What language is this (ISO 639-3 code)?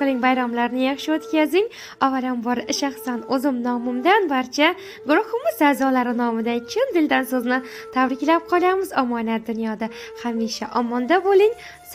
uzb